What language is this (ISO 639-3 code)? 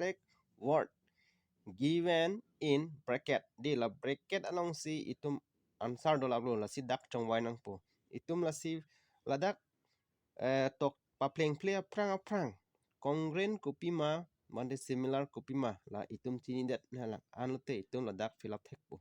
mjw